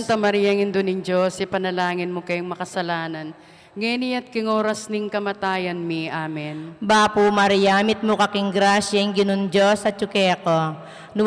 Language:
Pampanga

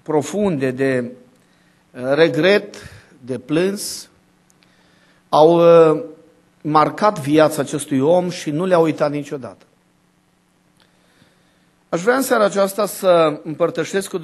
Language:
Romanian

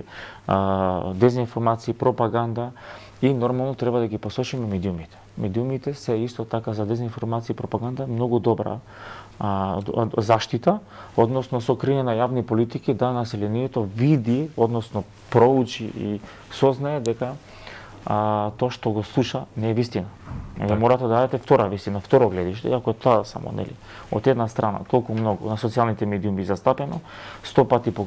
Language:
Macedonian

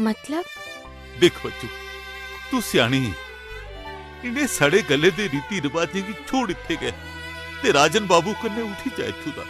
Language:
Dogri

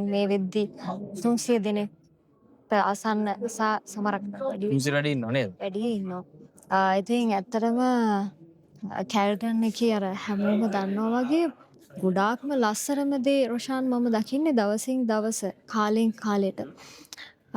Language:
Sinhala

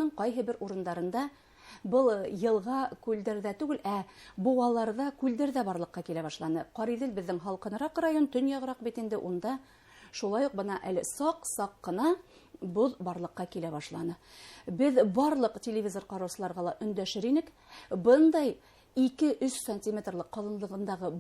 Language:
Bashkir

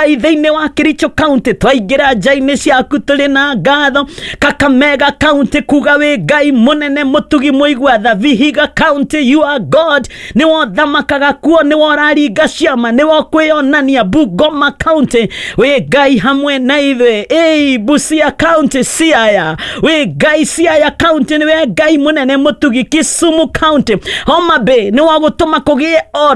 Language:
Kikuyu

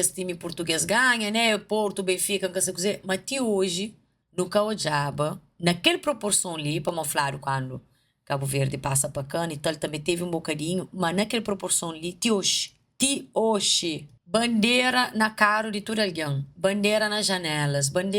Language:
Kabuverdianu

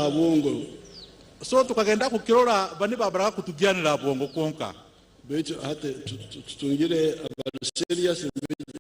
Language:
Nyankole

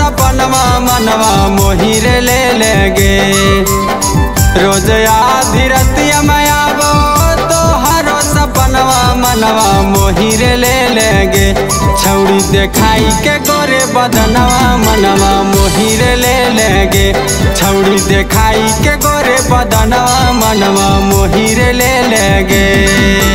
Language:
Bhojpuri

